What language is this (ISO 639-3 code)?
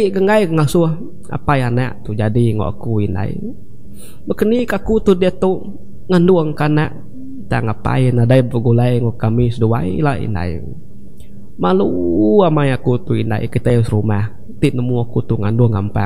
iba